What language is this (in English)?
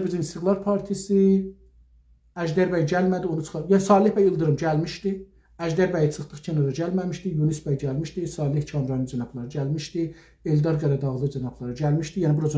South Azerbaijani